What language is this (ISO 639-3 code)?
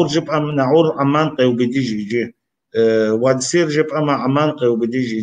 kbd